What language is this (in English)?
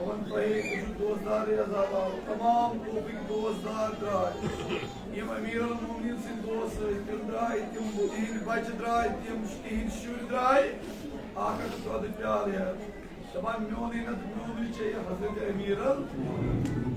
Kashmiri